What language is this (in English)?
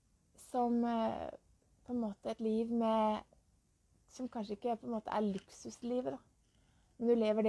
Norwegian